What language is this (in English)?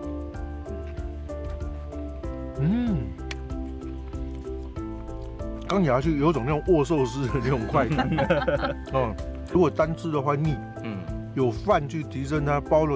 Chinese